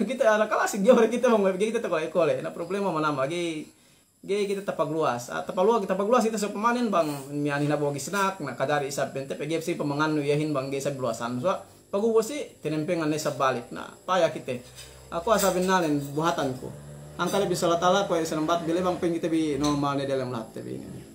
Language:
Yakan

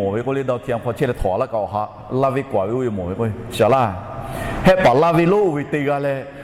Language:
Lahu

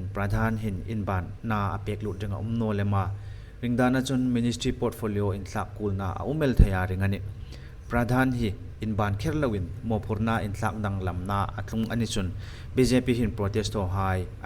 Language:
Hmar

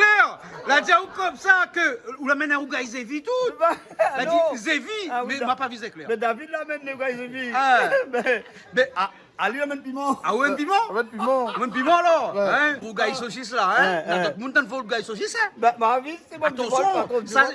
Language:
Réunion Creole French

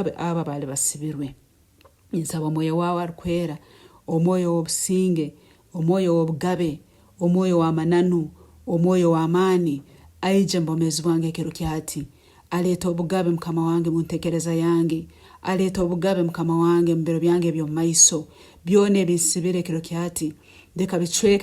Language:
Nyankole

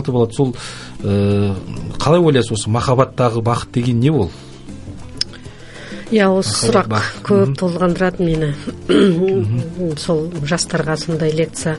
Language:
Kazakh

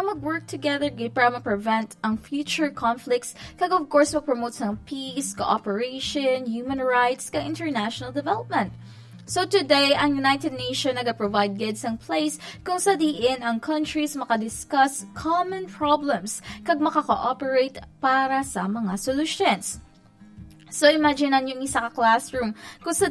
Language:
Hiligaynon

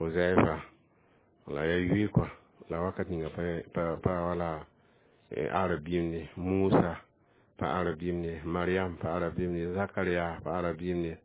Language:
Mossi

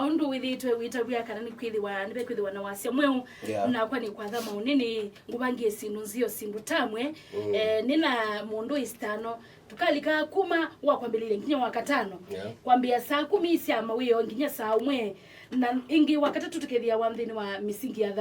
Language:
Kamba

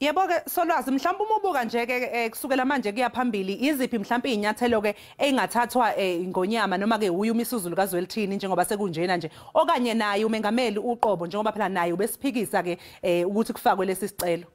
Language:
Zulu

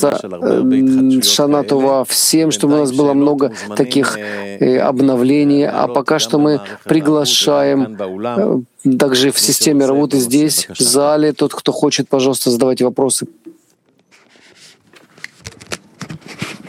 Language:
Russian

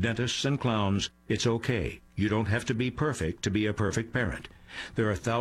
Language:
English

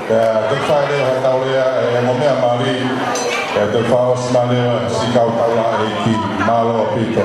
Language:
Tongan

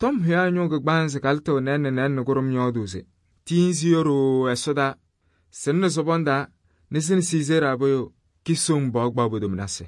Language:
Kabiyè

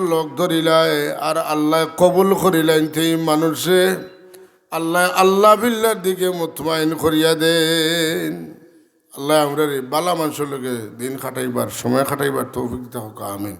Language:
Sylheti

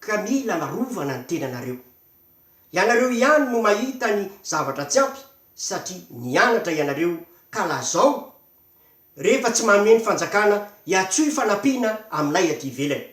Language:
Malagasy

